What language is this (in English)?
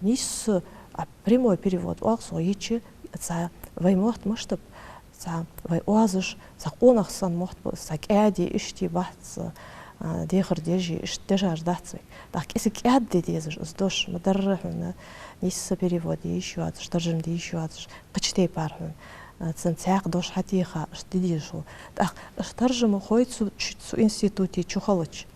Ingush